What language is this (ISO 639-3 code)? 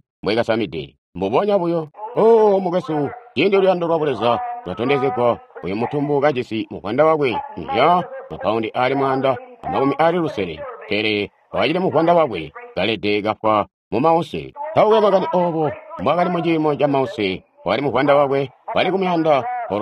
toi